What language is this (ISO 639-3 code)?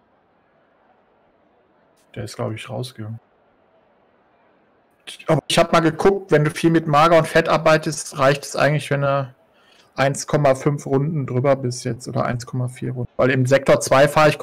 deu